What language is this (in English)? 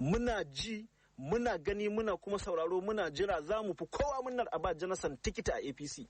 Hausa